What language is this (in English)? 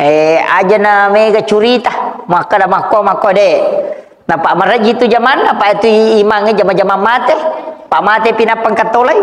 Buginese